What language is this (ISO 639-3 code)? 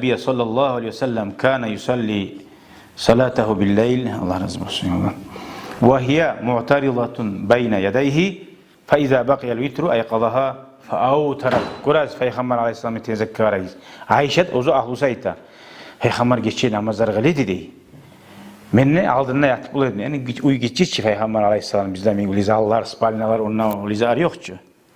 kum